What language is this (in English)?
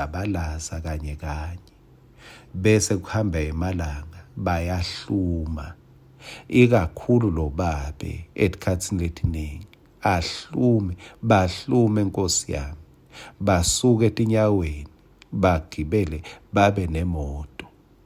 Swati